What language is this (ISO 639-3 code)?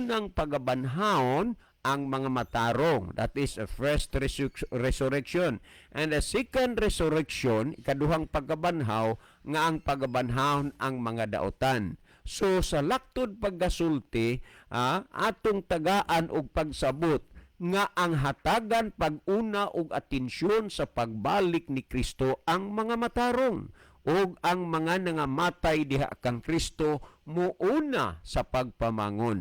ceb